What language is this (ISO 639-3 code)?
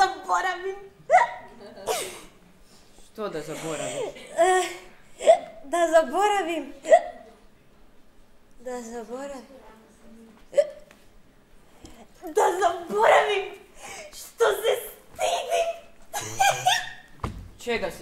hrv